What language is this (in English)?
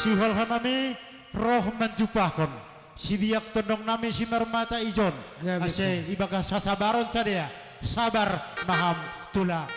Batak Simalungun